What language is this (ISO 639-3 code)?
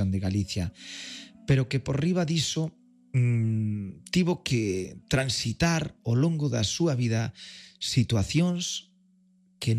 glg